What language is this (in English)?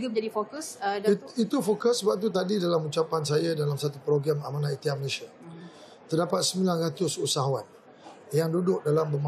Malay